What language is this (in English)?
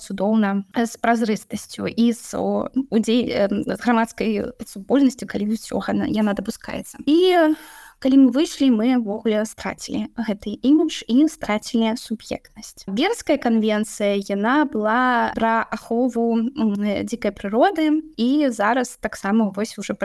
Belarusian